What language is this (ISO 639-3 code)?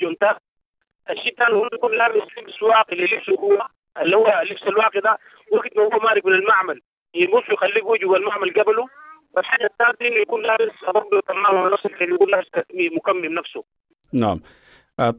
apd